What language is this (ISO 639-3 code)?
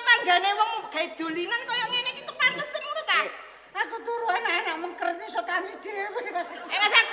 jav